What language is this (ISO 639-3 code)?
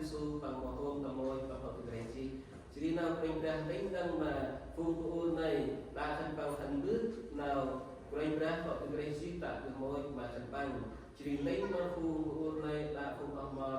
cmo